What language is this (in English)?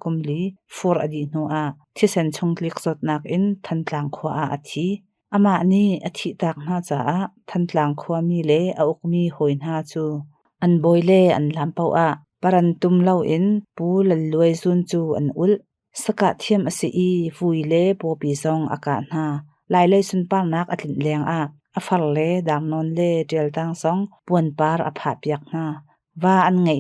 Hakha Chin